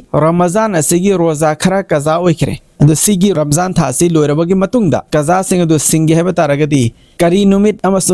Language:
Manipuri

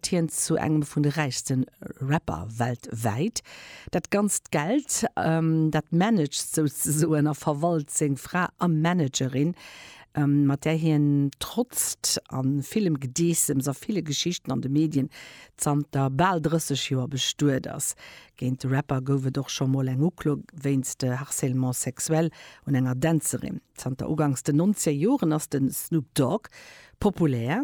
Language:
Luxembourgish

